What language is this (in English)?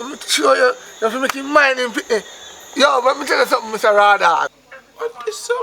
Jamaican Creole English